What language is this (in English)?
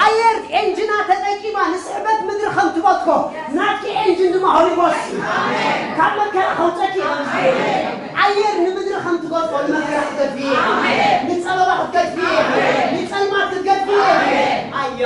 Tigrinya